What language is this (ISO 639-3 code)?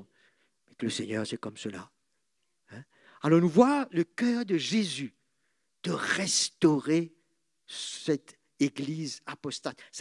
mfe